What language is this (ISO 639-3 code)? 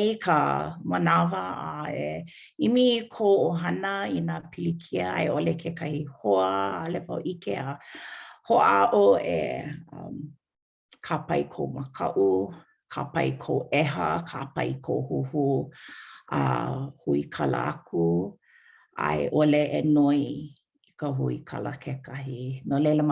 haw